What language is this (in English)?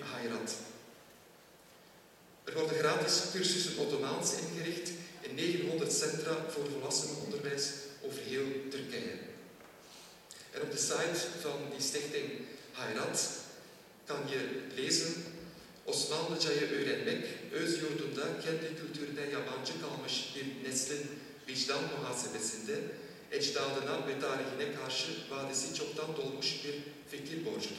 Dutch